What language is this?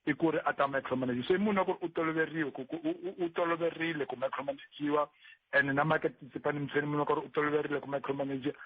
Tsonga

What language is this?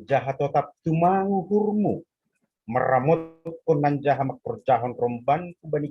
Batak Simalungun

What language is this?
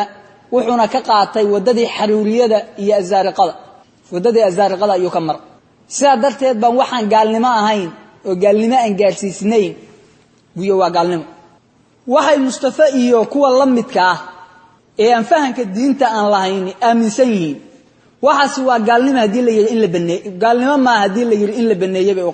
Somali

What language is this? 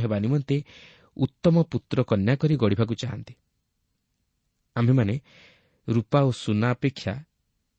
Odia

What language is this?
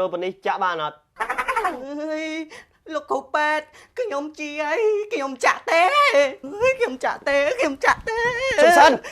Khmer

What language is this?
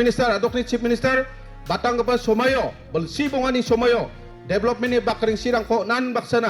Garo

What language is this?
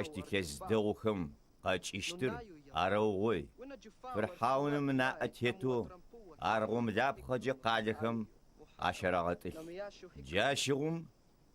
Adyghe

